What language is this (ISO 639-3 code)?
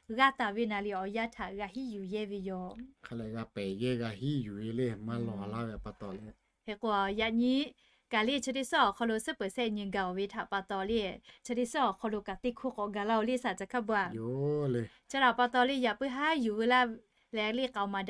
lhu